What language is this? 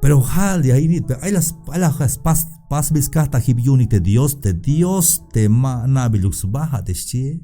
Tzeltal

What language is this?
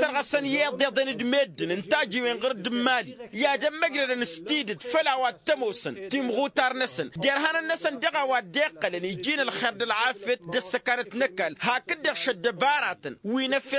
Tamasheq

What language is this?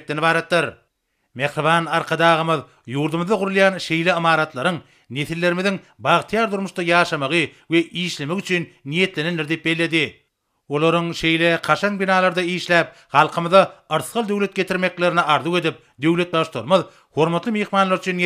Turkmen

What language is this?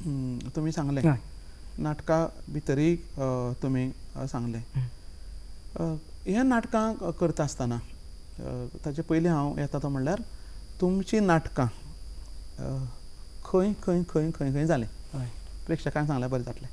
Konkani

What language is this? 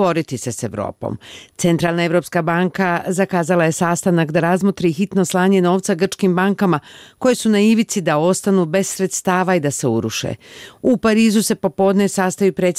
Bosnian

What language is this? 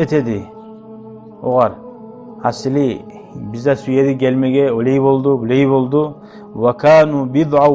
Kumyk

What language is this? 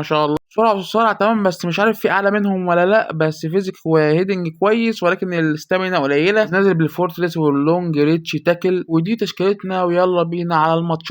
Egyptian Arabic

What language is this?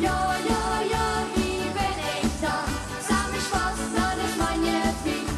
Limburgish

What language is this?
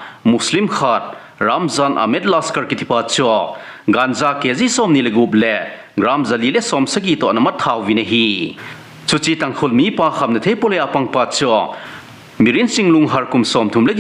Thado Chin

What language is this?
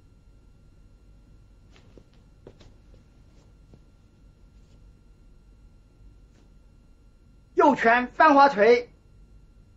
Chinese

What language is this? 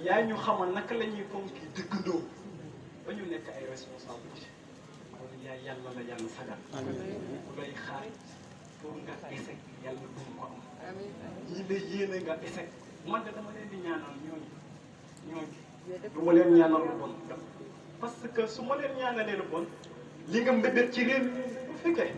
Wolof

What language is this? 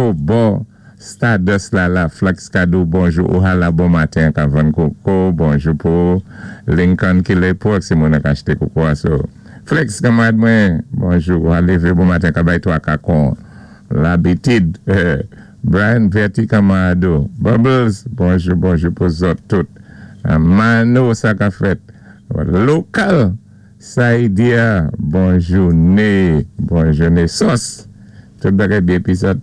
Saint Lucian Creole French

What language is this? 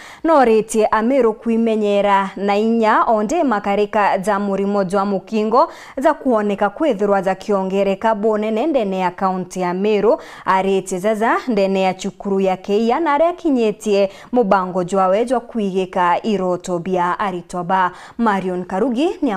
Meru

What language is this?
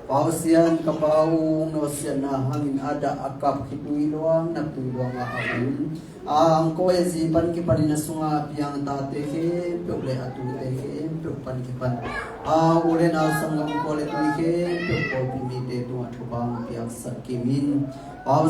Tedim Chin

